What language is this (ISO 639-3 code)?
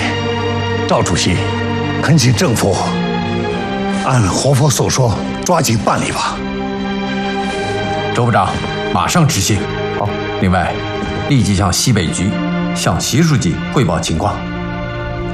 zho